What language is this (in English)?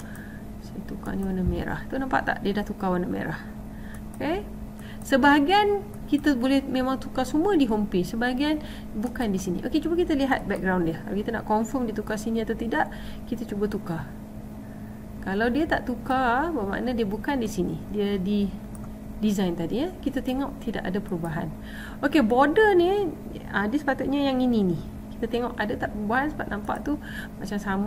Malay